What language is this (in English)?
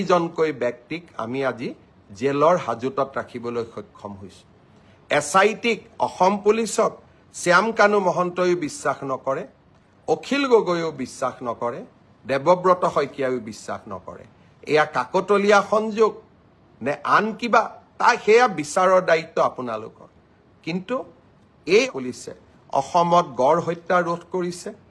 Assamese